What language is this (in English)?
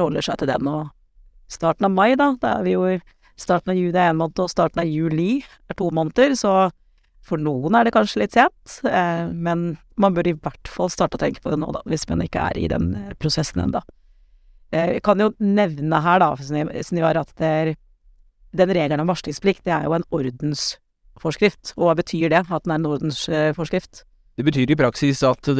Norwegian